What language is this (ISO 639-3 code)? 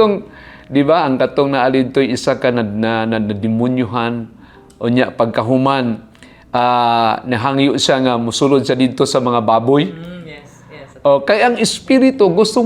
ceb